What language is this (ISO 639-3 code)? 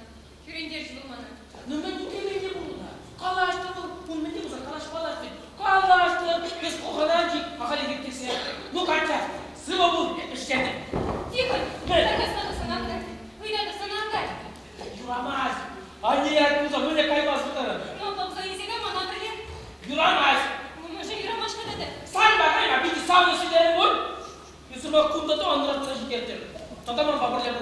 chv